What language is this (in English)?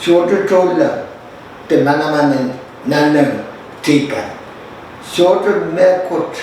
Pohnpeian